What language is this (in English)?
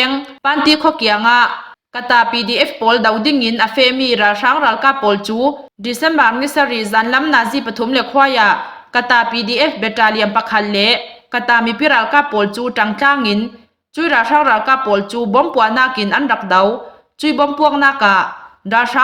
Falam Chin